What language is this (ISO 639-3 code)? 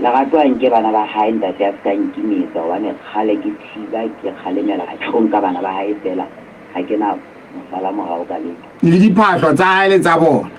sot